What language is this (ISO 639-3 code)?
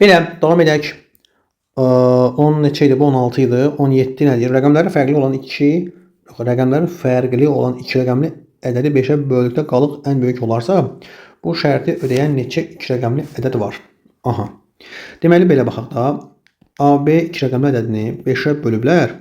aze